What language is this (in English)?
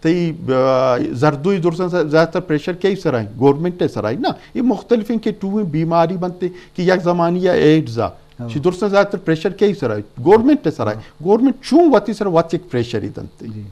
Eastern Balochi